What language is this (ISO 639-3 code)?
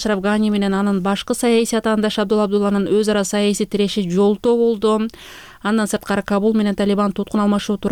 kir